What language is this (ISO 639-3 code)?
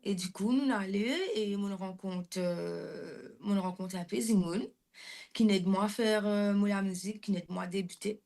mfe